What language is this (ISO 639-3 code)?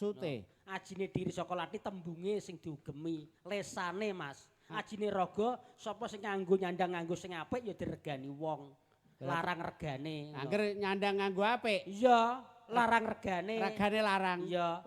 jav